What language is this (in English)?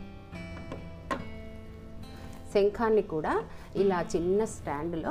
Telugu